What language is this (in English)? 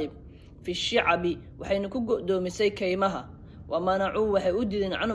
Somali